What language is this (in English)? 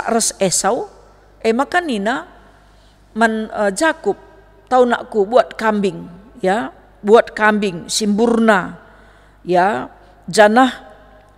Batak Karo